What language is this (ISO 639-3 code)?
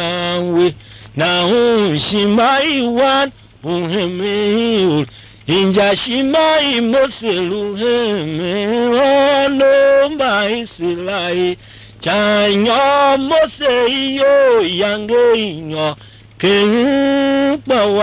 tiv